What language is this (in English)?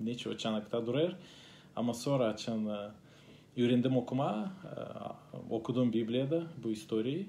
Gagauz